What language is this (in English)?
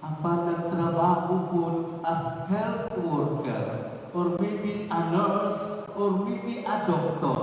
Cebuano